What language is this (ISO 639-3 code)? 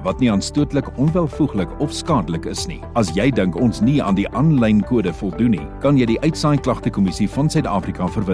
afr